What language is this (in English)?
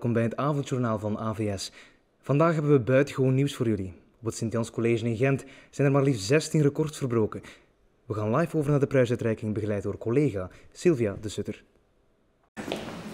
Dutch